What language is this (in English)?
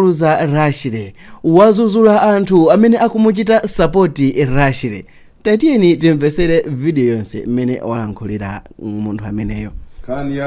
Nyanja